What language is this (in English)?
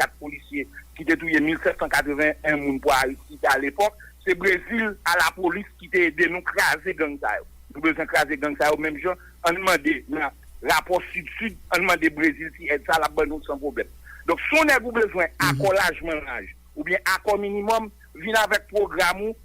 Haitian Creole